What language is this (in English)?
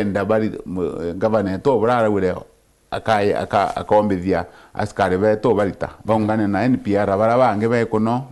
Meru